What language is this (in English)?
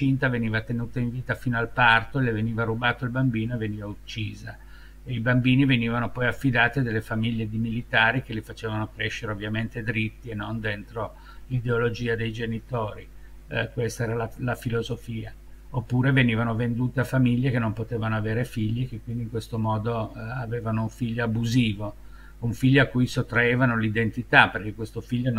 Italian